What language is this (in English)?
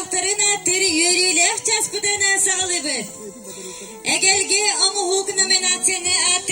Yakut